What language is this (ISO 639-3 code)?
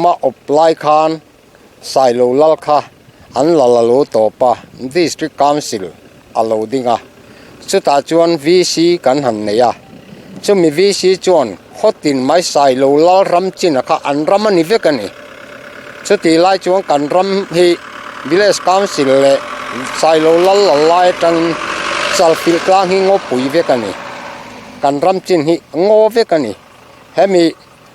lus